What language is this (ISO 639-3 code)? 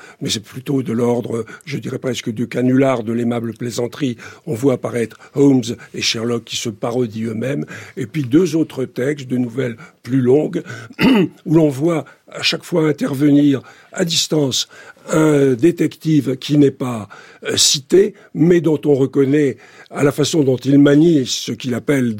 fra